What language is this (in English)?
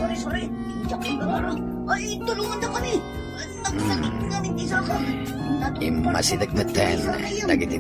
Iloko